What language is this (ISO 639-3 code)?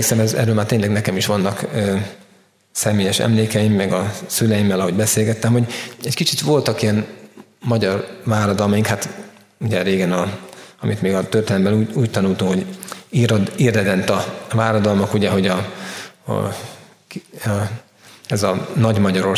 hun